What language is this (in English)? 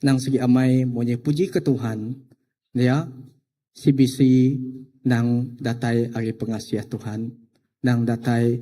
Iban